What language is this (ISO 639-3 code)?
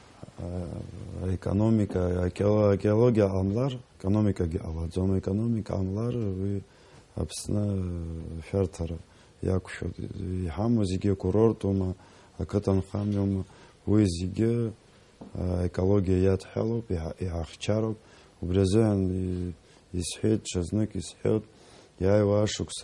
abk